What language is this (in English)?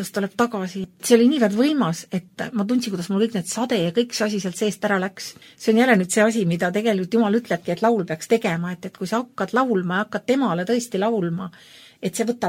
Estonian